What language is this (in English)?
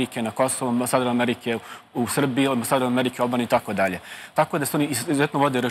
Serbian